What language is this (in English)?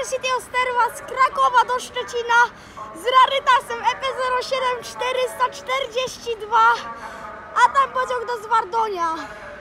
Polish